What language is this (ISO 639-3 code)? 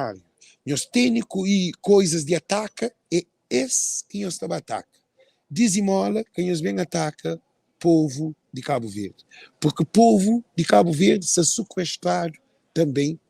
kea